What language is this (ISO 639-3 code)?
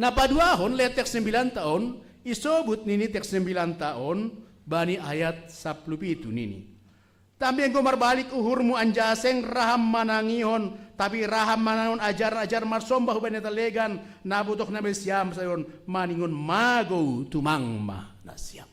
bts